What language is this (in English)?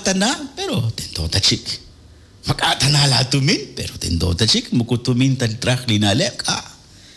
Kekchí